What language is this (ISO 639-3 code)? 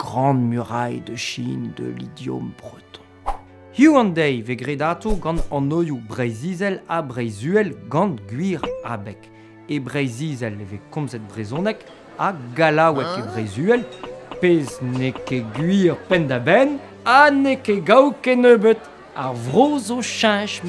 bre